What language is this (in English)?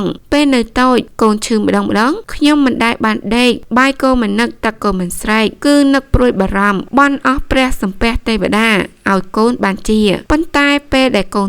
Khmer